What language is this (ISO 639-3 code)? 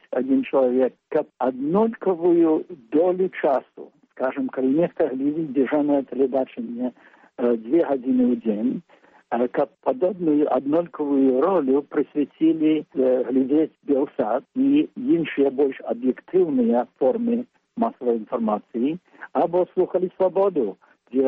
bel